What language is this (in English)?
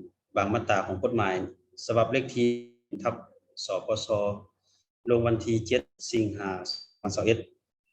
Lao